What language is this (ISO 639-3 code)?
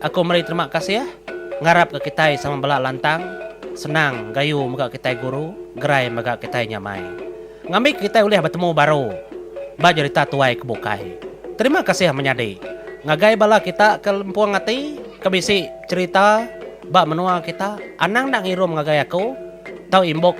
iba